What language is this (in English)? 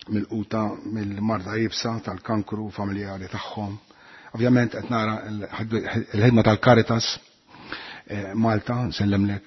Maltese